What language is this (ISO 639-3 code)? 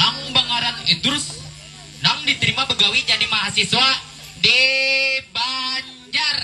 bjn